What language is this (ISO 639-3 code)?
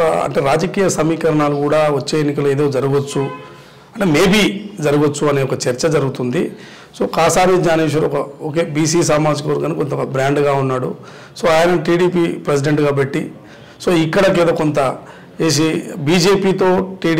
tel